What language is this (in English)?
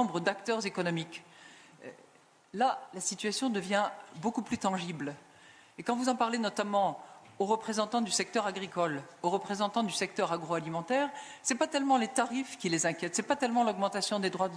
French